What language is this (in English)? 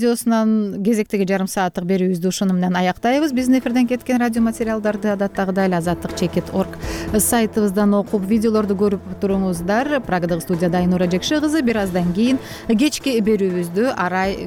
Kyrgyz